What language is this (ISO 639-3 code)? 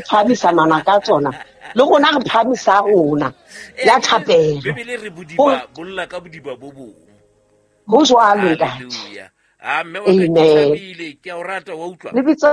sot